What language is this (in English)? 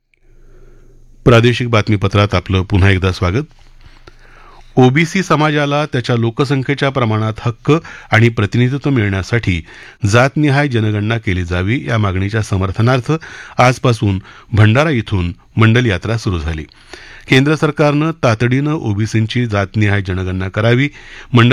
Marathi